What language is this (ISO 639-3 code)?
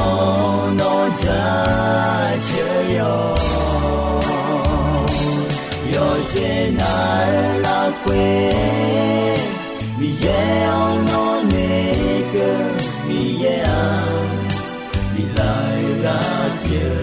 ahk